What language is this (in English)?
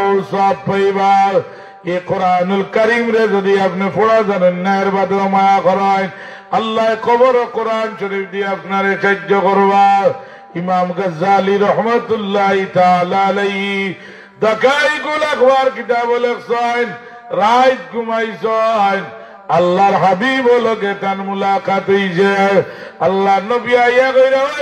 Sylheti